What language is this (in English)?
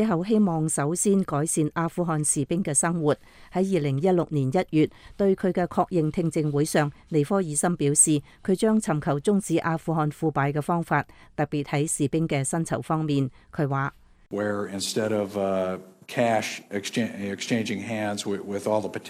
Cantonese